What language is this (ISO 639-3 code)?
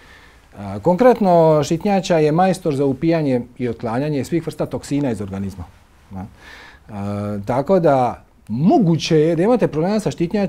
hrv